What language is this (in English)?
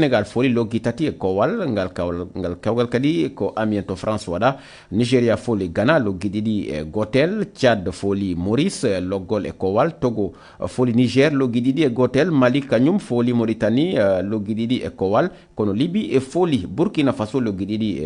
Fula